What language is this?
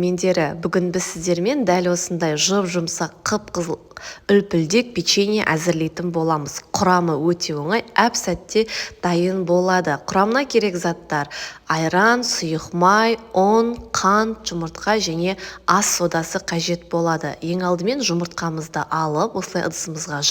Kazakh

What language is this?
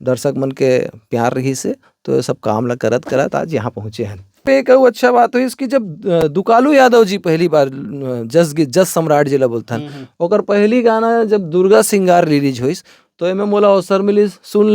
Chhattisgarhi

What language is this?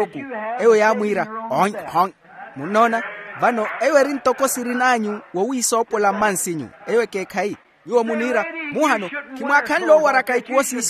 Makhuwa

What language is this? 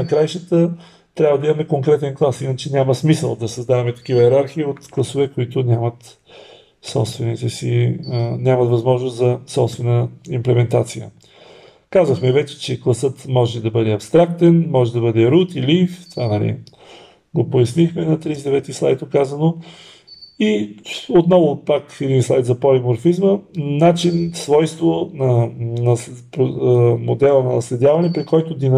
Bulgarian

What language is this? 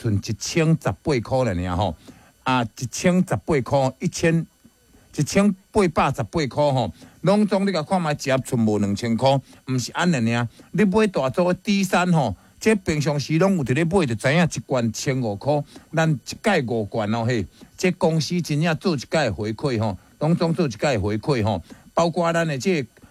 Min Nan Chinese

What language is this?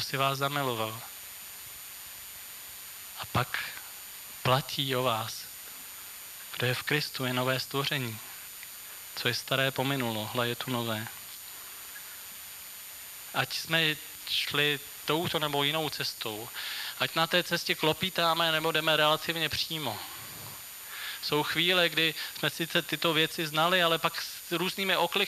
Czech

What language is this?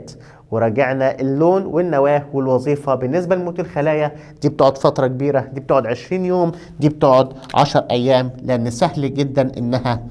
Egyptian Arabic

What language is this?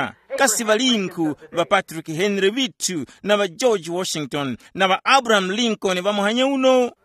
Tumbuka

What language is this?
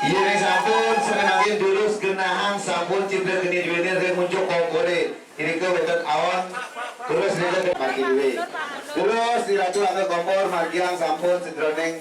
Balinese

